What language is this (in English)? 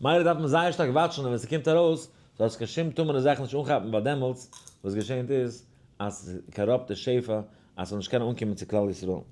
Yiddish